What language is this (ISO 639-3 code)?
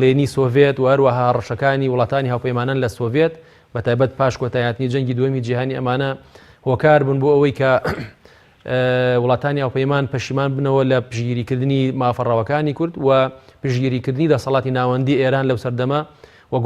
ckb